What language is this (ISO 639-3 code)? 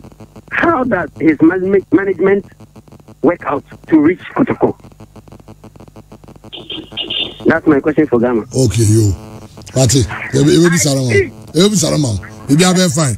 eng